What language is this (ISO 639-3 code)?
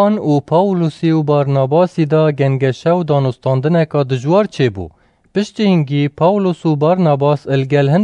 kur